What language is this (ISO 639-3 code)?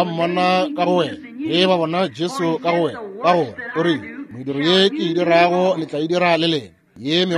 nso